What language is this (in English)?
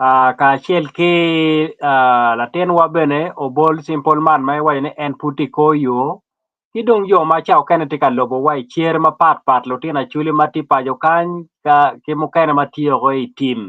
Acoli